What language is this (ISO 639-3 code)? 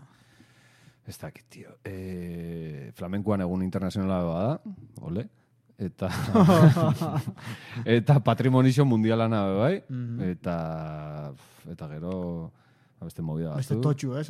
eus